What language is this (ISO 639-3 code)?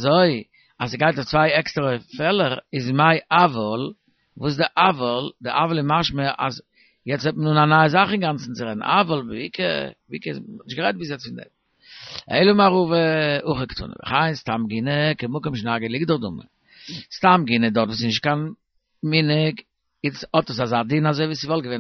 yid